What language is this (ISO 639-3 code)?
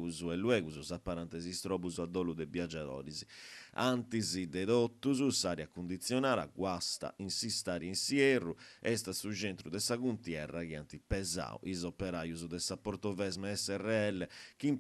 srd